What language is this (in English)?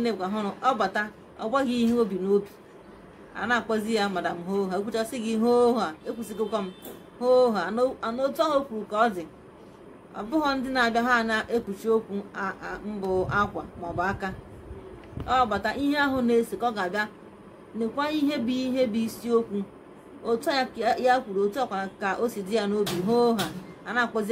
Igbo